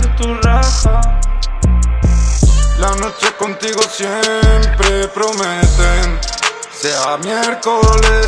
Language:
Basque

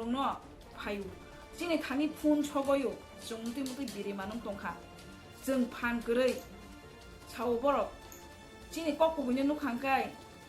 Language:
Kok Borok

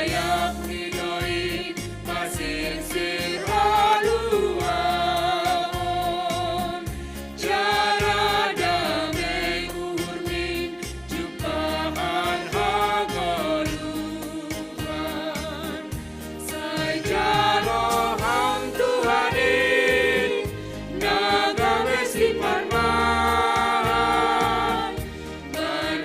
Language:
Batak Simalungun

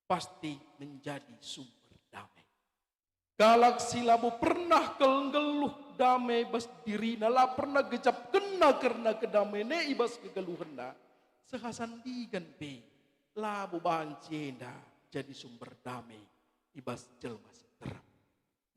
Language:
Batak Karo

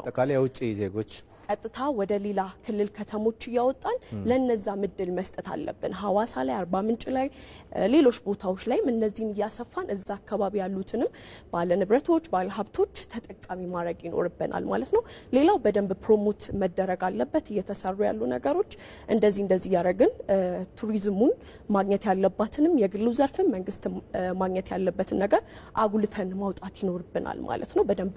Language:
Amharic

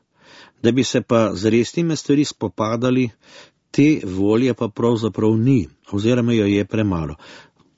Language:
Slovenian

